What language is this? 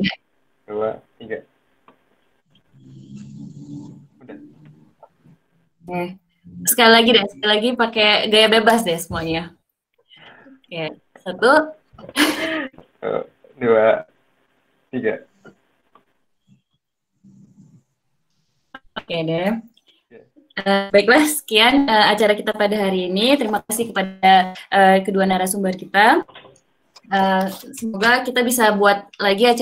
Indonesian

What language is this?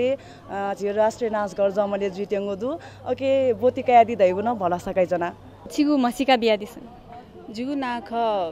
Newari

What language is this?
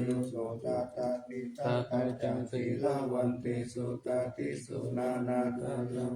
Pali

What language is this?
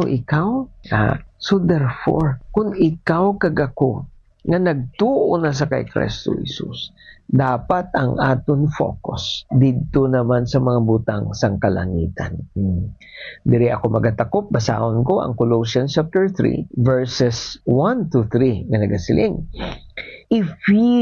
Hiligaynon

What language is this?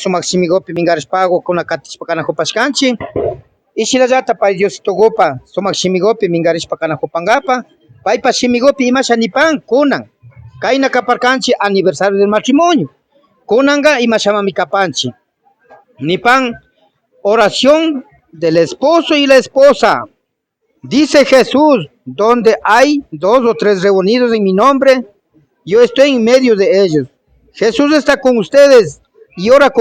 Imbabura Highland Quichua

